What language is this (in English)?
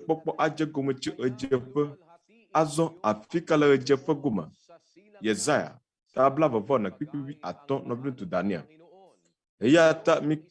Ewe